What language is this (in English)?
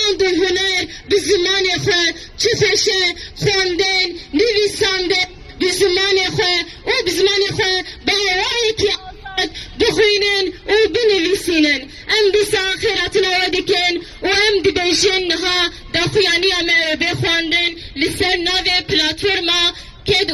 Kurdish